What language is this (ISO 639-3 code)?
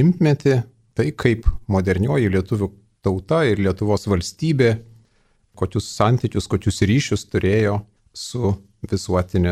lit